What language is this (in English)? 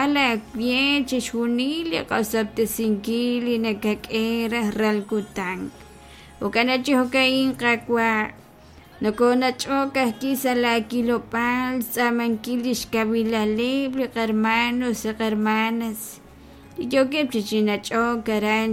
Kekchí